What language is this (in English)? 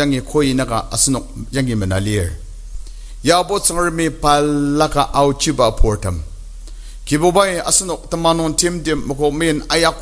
Ao Naga